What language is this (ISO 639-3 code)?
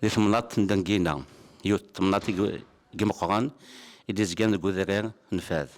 kab